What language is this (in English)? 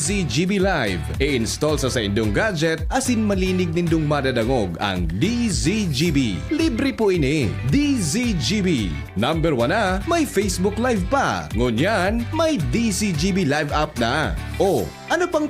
Bikol